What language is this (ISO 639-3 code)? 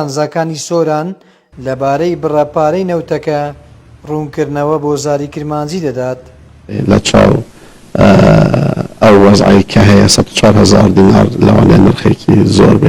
ckb